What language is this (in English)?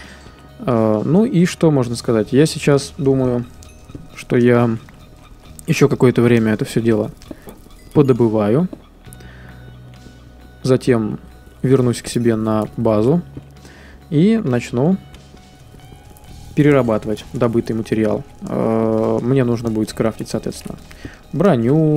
Russian